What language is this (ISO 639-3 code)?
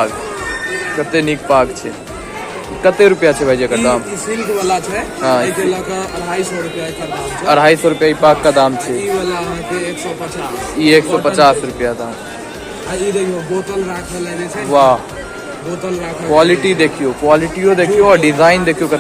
mai